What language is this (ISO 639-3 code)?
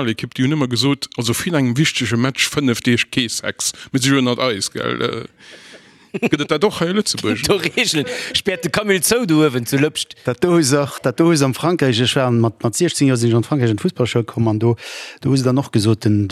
ltz